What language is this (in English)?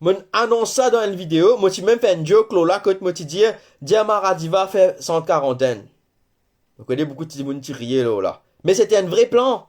Morisyen